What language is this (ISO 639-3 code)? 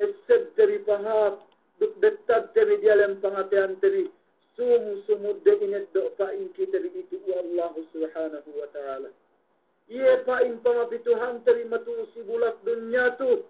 yka